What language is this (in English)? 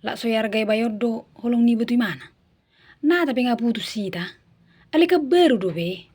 Batak Toba